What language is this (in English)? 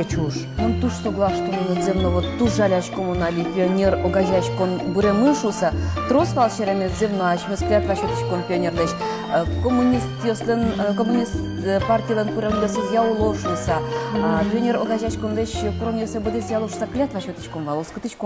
Udmurt